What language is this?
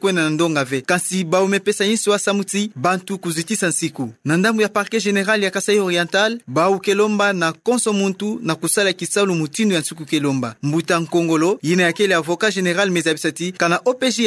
Kituba (Democratic Republic of Congo)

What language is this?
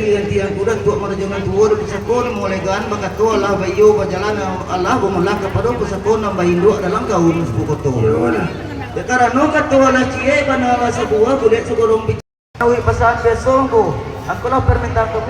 Minangkabau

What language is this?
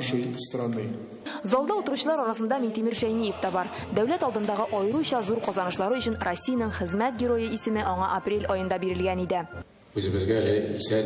Tatar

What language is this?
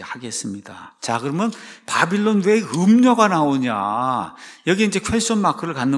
Korean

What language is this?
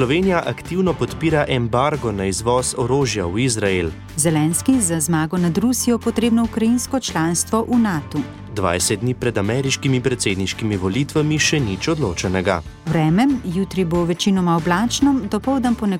Slovenian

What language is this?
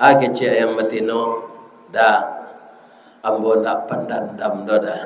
Minangkabau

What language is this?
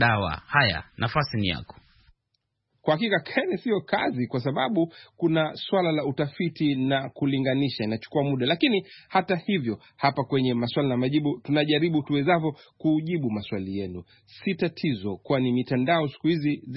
Swahili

